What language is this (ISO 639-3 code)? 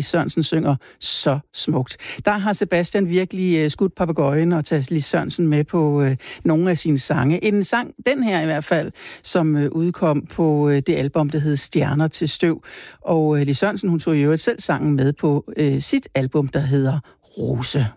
dan